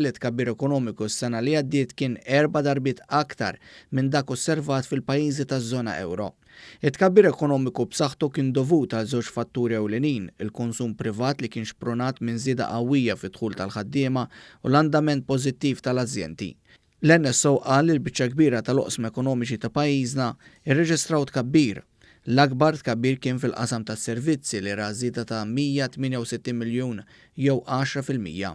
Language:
Maltese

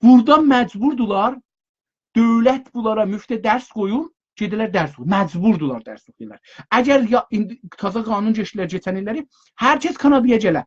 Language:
South Azerbaijani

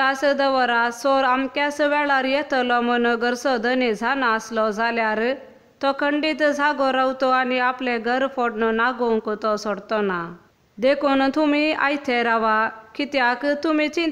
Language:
Konkani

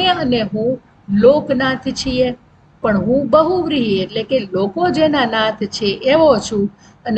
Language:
Gujarati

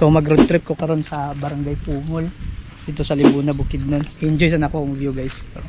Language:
Cebuano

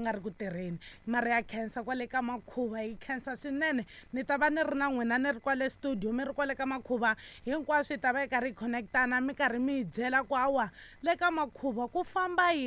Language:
Tsonga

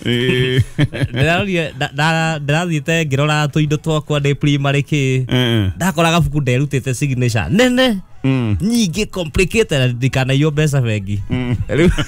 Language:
Kikuyu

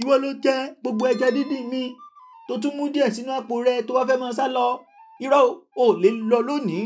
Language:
Yoruba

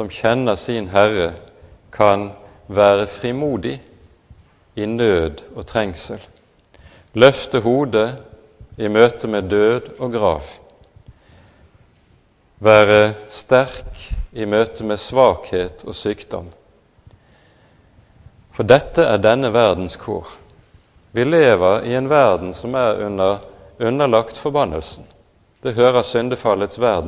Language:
Norwegian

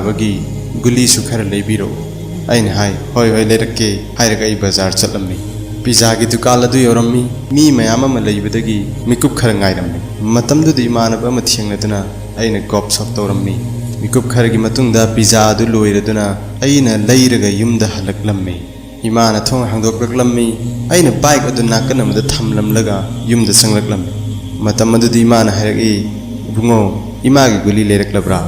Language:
Manipuri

